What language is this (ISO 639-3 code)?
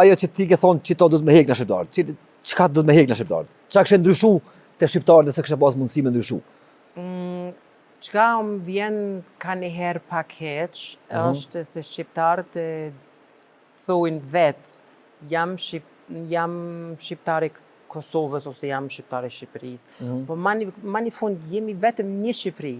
sqi